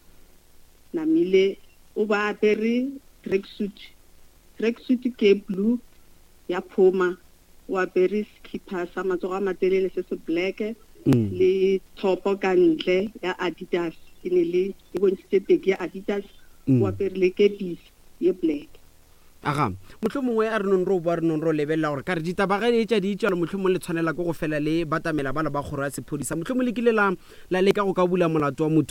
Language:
Northern Sotho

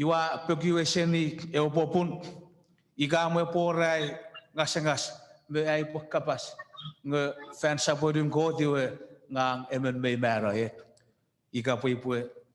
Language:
Chuukese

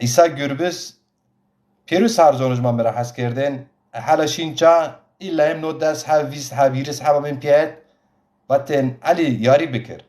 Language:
Zaza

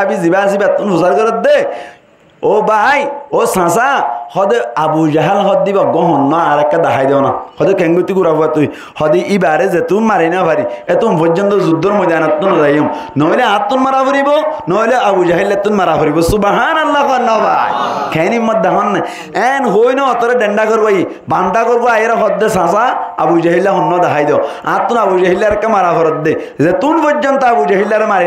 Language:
Rohingya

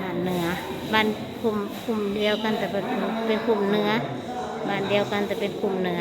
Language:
Northeastern Thai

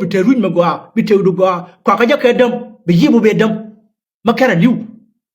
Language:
Nuer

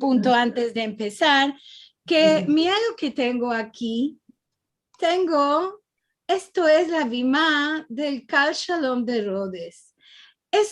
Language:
Ladino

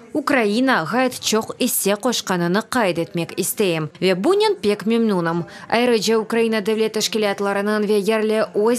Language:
Crimean Tatar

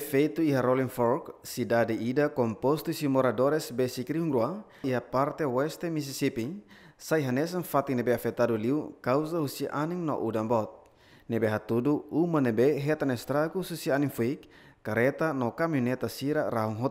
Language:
Tetum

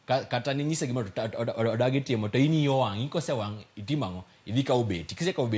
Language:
Luo (Kenya and Tanzania)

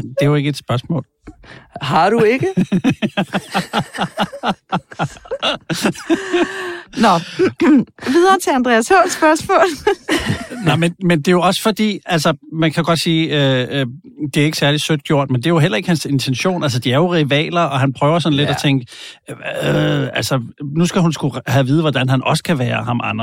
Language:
Danish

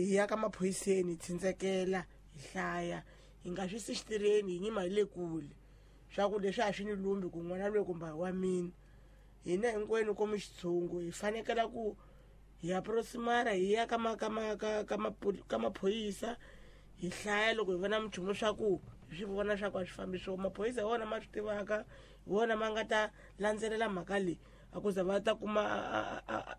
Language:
Tsonga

